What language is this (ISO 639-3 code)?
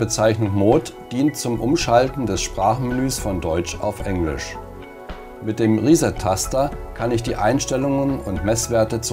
deu